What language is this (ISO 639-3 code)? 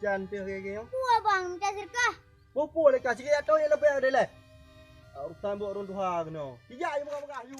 ace